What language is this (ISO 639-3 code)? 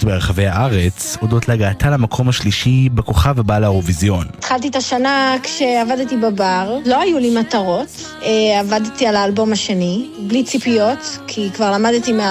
heb